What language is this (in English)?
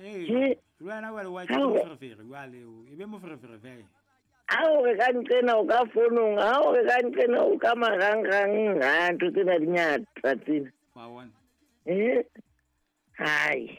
Southern Sotho